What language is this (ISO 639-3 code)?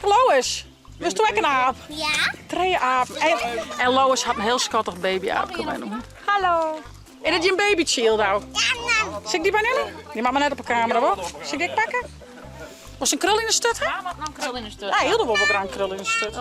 fry